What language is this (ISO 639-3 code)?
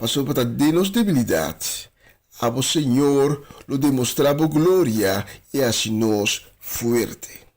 pap